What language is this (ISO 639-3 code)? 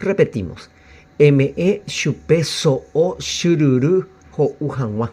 grn